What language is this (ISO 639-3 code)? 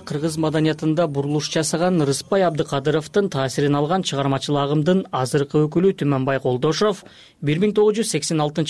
kir